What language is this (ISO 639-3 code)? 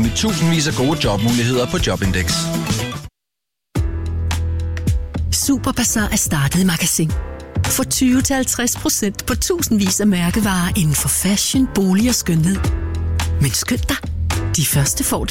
dan